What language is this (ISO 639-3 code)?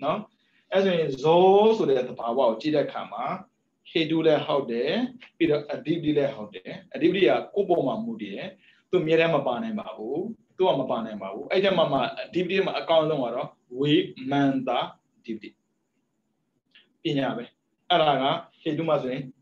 mya